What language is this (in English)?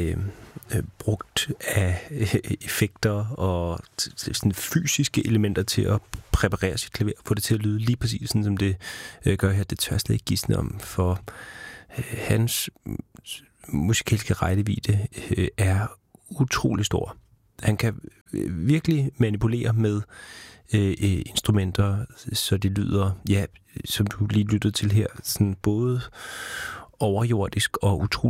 Danish